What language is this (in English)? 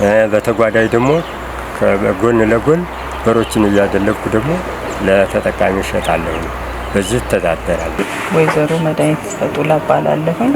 Amharic